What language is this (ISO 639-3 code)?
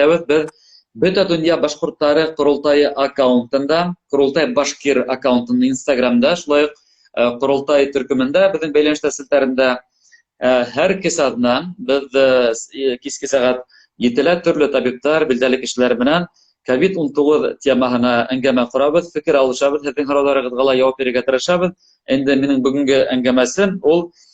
bak